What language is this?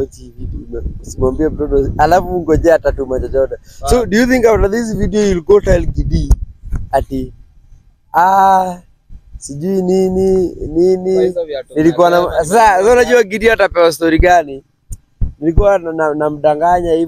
Swahili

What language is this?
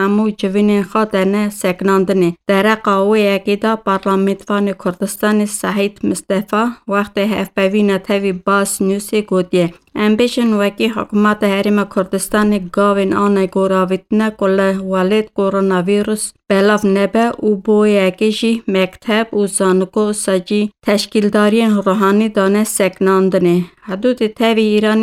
Kurdish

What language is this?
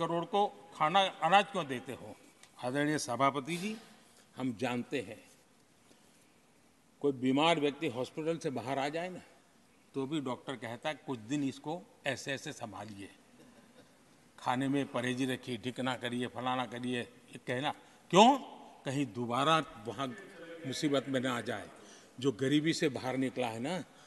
Hindi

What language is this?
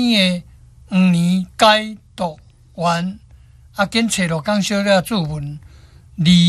Min Nan Chinese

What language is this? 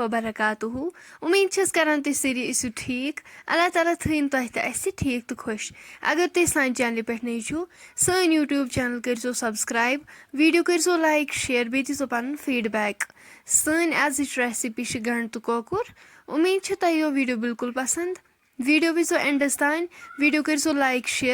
Kashmiri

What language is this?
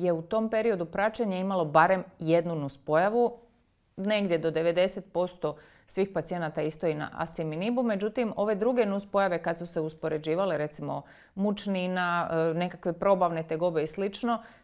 Croatian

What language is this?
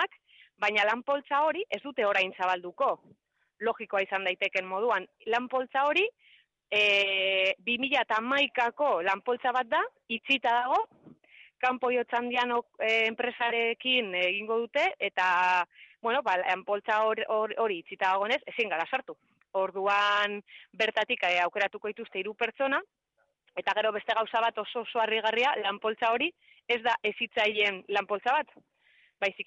Basque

